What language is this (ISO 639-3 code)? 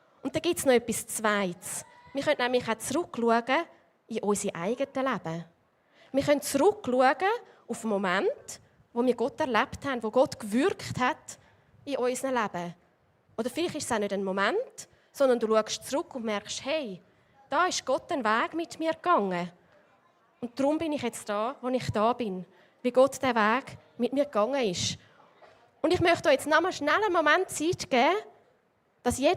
gsw